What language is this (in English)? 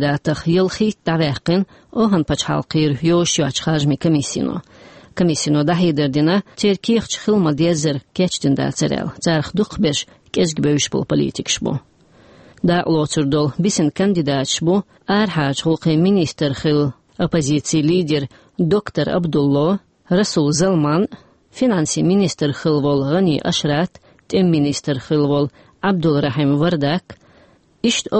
Chechen